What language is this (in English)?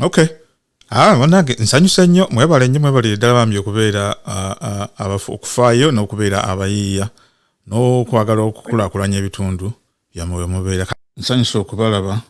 Ganda